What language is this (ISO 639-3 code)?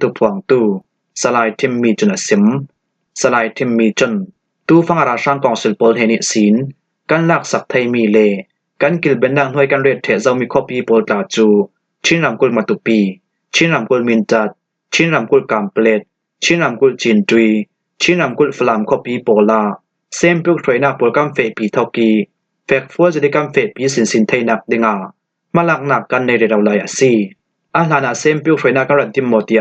cfm